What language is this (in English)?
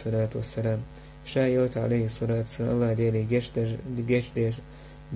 Chechen